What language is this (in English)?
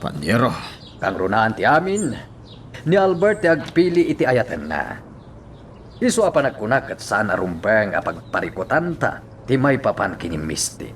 Iloko